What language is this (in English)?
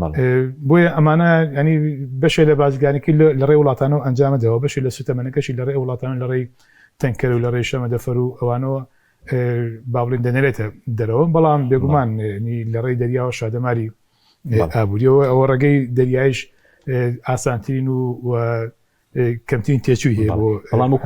Central Kurdish